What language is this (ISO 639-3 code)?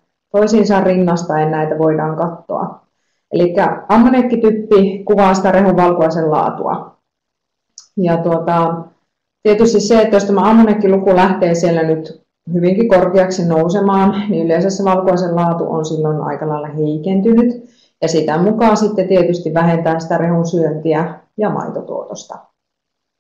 fin